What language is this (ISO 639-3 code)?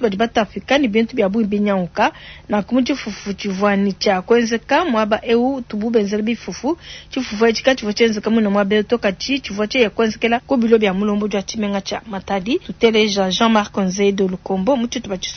lua